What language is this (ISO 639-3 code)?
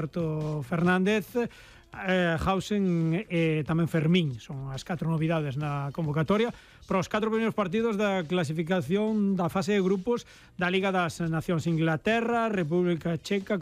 glg